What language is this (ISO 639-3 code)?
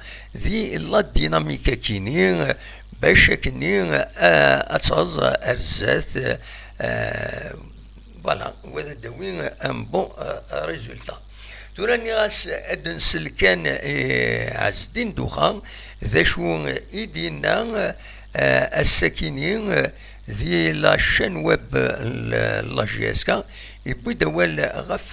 kab